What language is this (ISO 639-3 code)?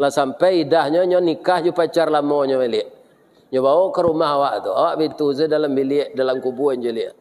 min